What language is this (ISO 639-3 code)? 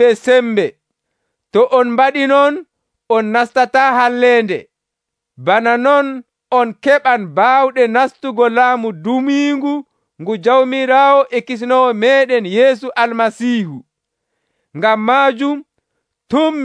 fuv